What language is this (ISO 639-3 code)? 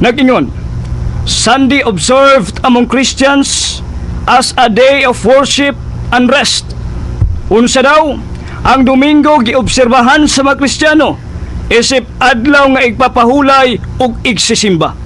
ceb